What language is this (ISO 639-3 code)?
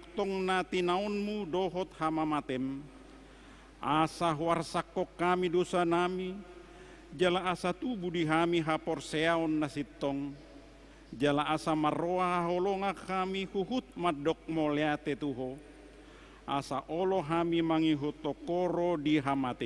bbc